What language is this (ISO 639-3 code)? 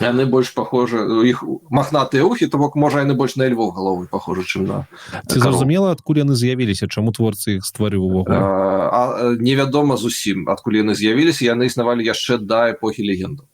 bel